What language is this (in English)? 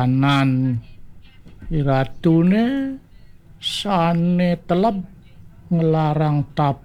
Balinese